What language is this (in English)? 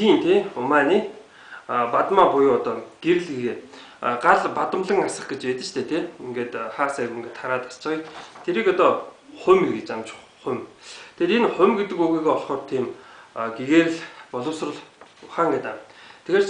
Mongolian